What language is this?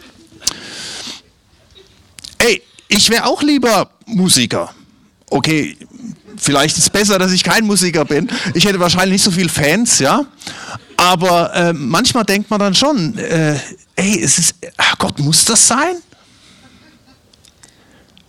German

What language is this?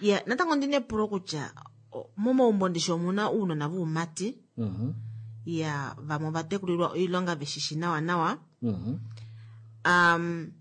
Kuanyama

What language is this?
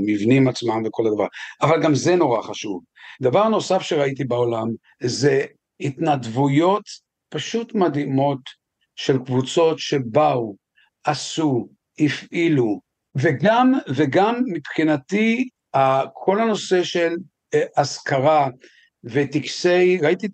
Hebrew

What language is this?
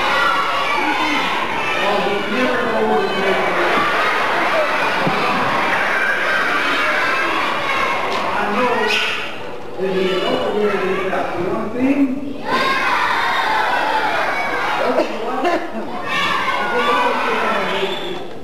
English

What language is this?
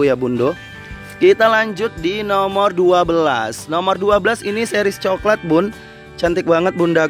Indonesian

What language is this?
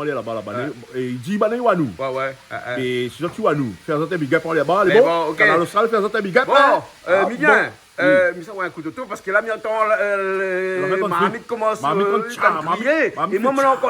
Réunion Creole French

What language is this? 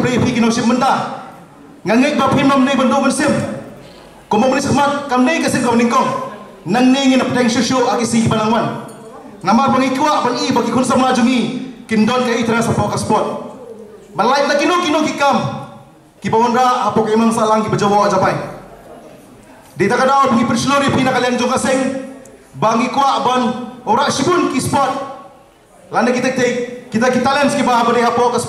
Khasi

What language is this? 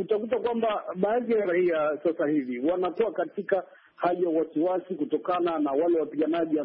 Swahili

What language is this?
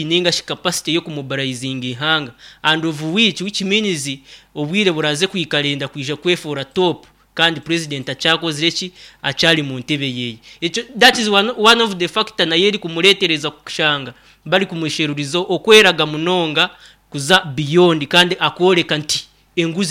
Nyankole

